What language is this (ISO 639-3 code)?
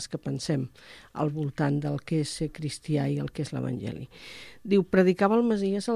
cat